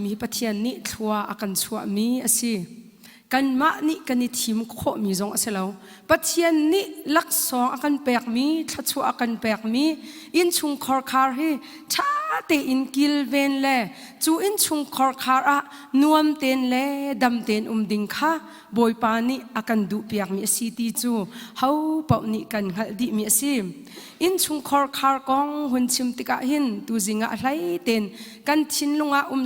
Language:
Hakha Chin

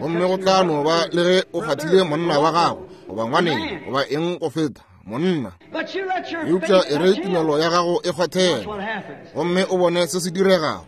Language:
Northern Sotho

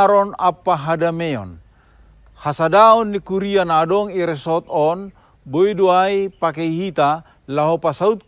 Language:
Batak Simalungun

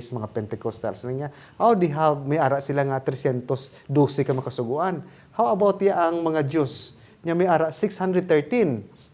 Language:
Hiligaynon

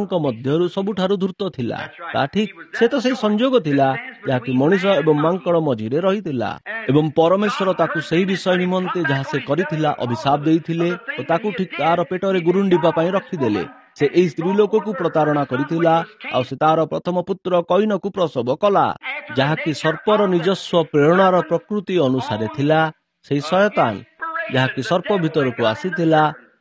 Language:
Odia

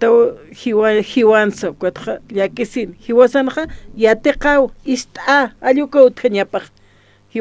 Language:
Aymara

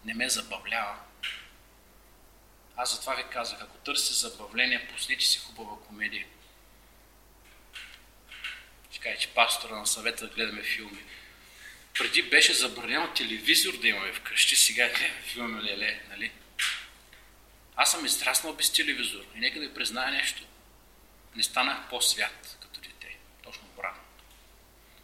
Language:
Bulgarian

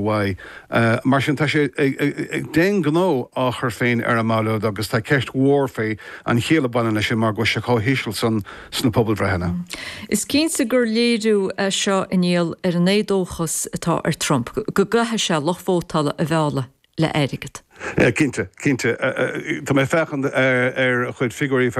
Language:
Irish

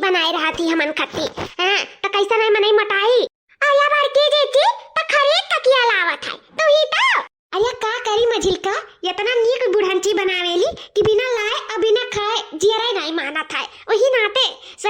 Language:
Awadhi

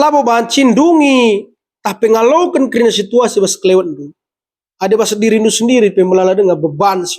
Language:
Batak Karo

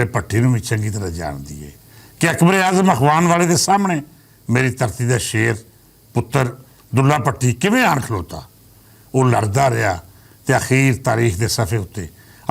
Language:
Western Panjabi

